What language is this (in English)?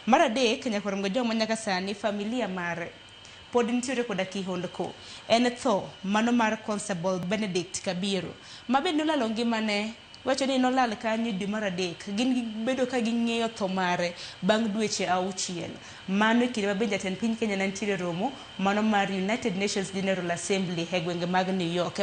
Luo (Kenya and Tanzania)